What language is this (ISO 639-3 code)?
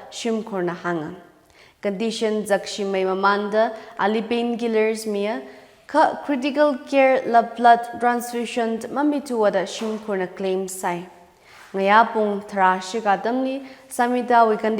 nmf